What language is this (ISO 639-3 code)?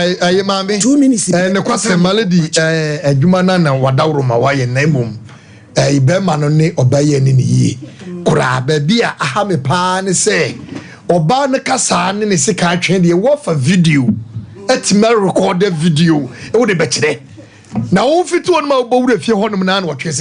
aka